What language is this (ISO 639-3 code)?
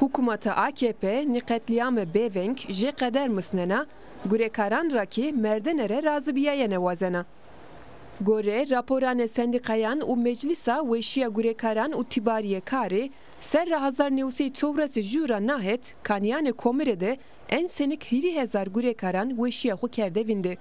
zza